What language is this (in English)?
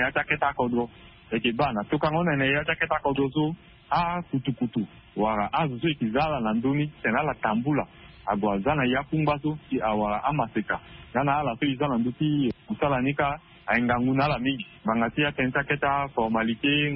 Sango